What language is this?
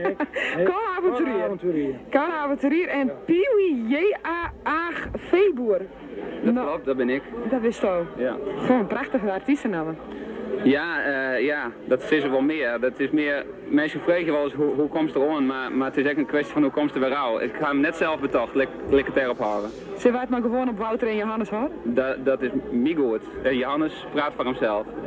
Western Frisian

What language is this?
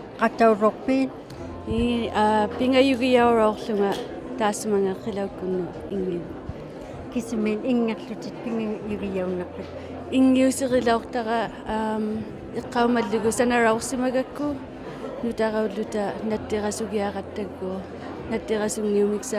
Inuktitut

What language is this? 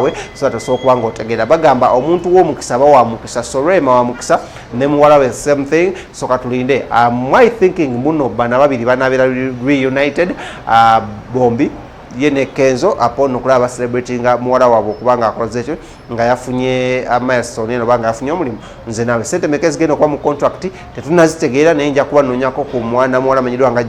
Ganda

